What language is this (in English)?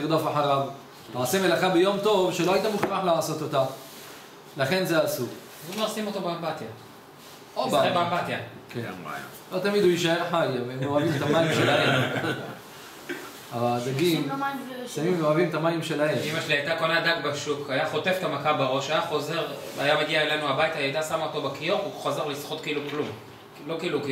Hebrew